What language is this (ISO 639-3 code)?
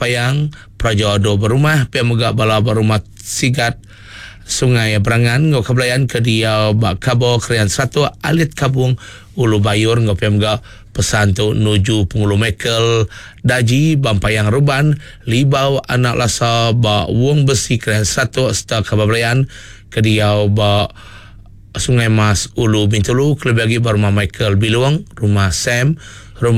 iba